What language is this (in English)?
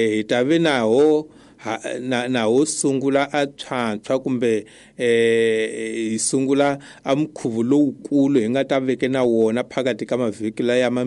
Tsonga